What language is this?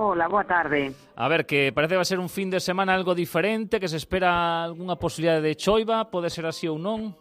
Galician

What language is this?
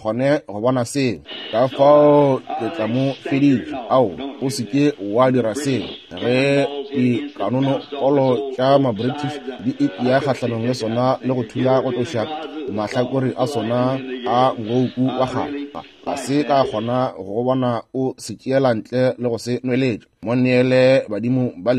Northern Sotho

